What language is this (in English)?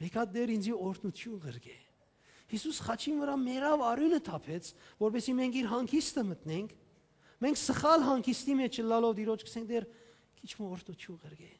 Western Armenian